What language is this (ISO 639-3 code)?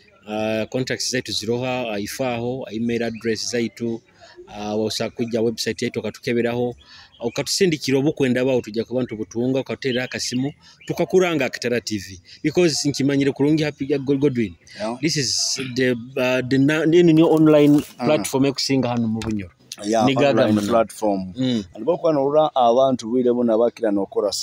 nyo